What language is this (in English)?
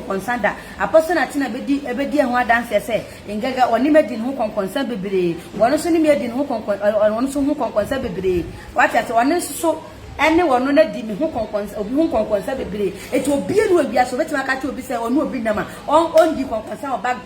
Akan